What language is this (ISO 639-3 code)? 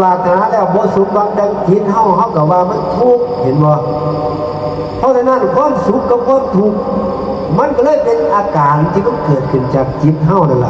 tts